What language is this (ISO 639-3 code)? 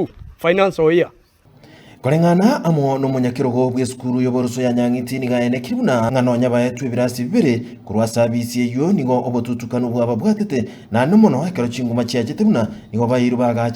guz